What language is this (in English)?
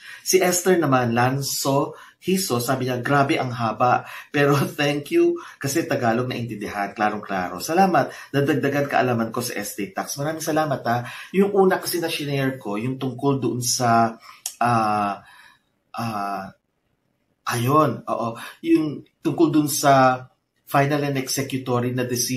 Filipino